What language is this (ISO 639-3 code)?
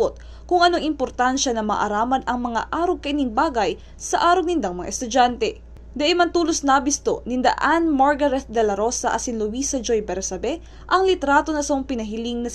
bik